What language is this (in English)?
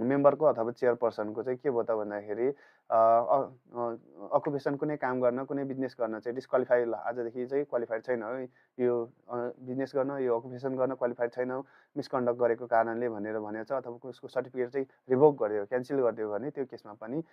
Nepali